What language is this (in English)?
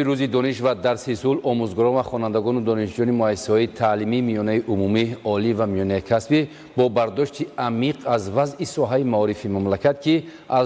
Tajik